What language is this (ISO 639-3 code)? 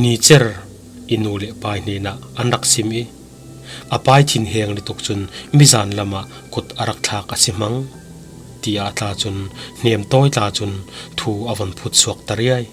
cfm